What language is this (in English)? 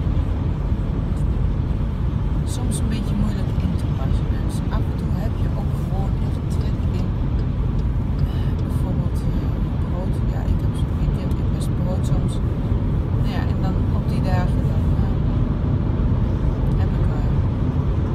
Dutch